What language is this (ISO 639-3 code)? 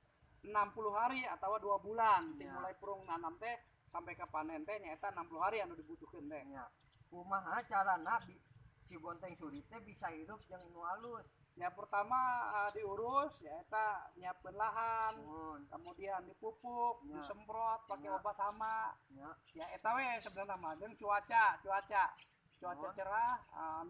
sun